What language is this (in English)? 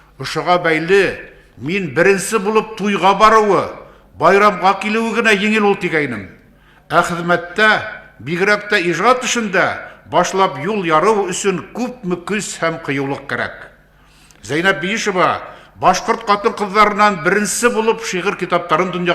Bashkir